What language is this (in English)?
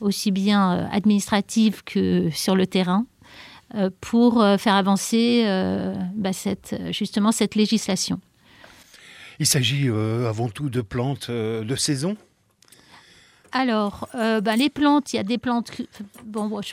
French